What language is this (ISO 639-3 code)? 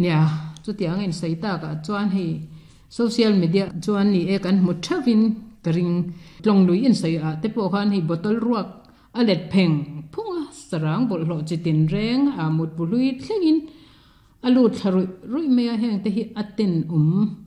lus